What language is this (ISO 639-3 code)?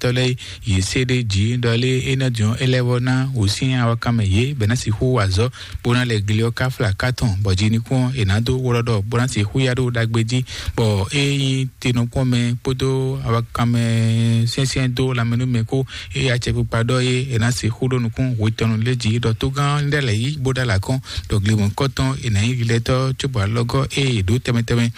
fon